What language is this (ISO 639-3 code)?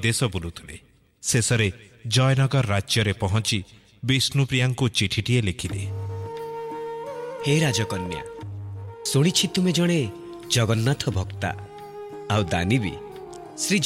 ori